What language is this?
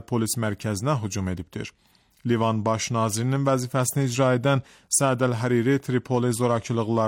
Azerbaijani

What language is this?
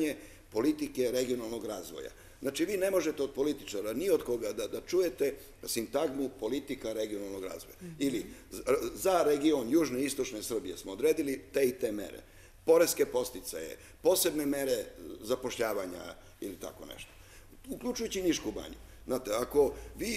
Serbian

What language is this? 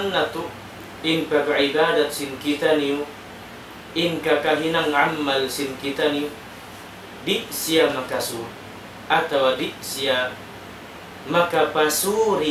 Tausug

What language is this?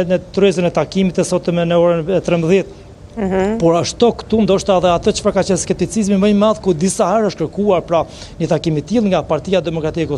Albanian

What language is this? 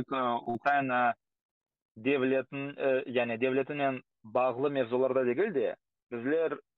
Crimean Tatar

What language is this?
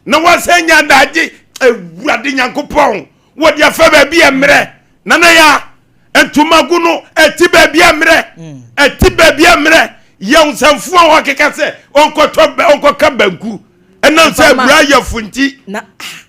Akan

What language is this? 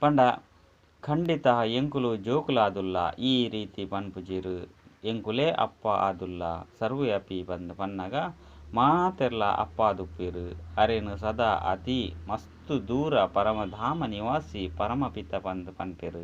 Tulu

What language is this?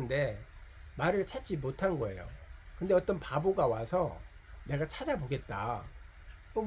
Korean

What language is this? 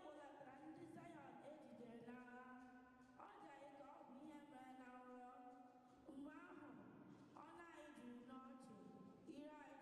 Igbo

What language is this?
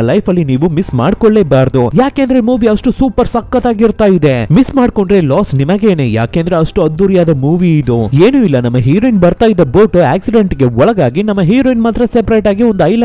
Kannada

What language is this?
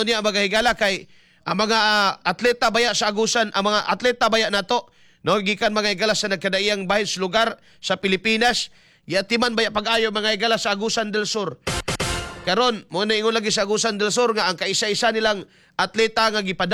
Cebuano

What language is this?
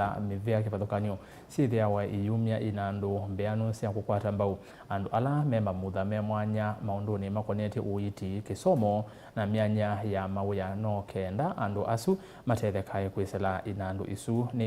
Kamba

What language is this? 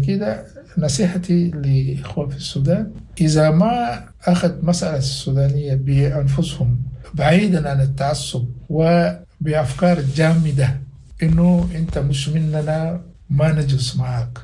Sudanese Arabic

